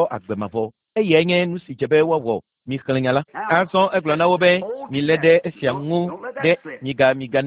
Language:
Ewe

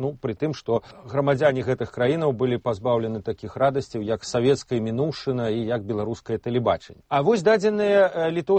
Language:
Belarusian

